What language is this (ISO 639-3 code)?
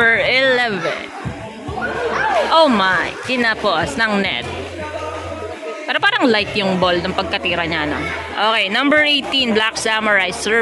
fil